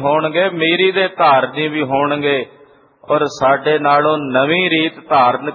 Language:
Punjabi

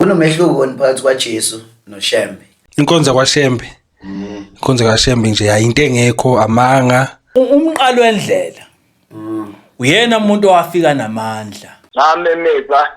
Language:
Zulu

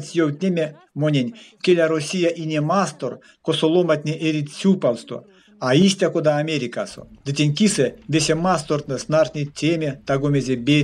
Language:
Erzya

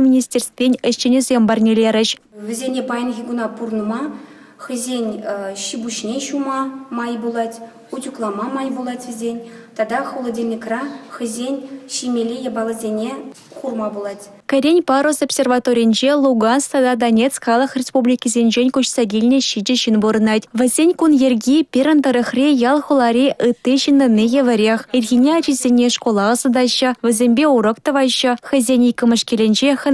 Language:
Chuvash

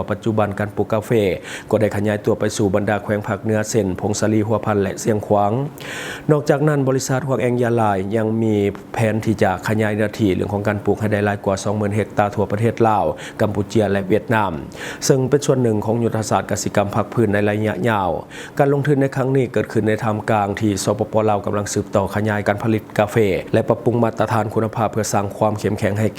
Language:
Lao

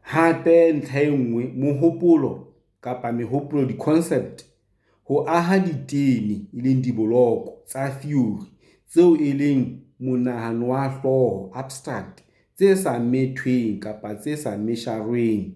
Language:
Southern Sotho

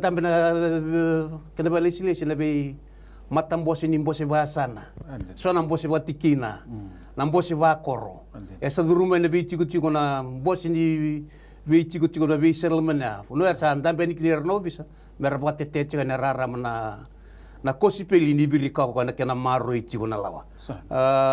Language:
Fijian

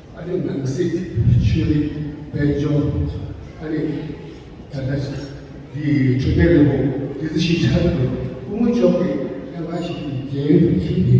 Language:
Tibetan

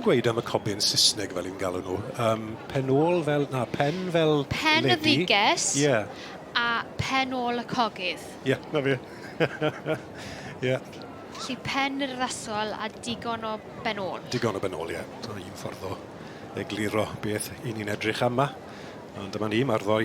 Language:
Welsh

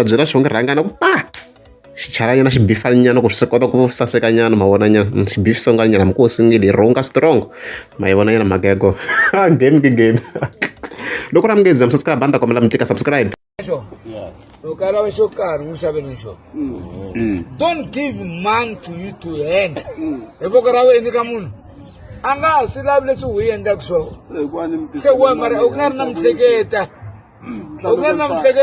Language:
Tsonga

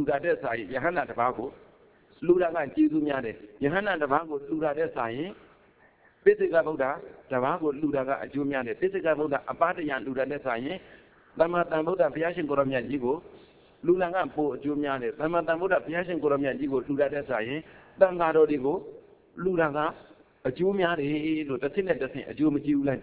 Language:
Burmese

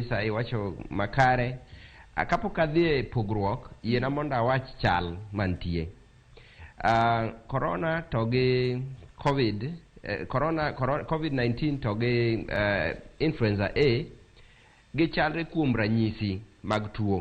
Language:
Luo (Kenya and Tanzania)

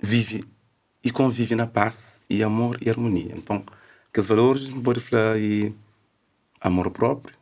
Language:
Kabuverdianu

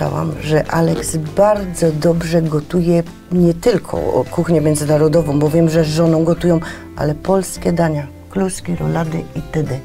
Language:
Polish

